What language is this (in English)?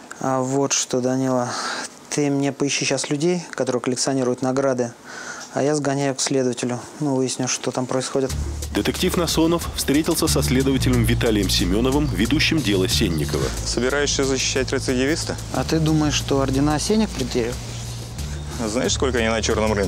Russian